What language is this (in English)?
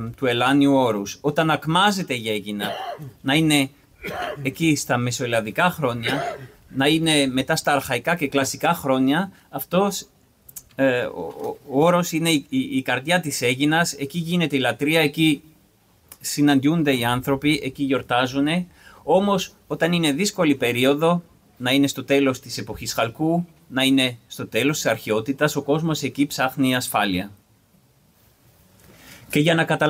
Greek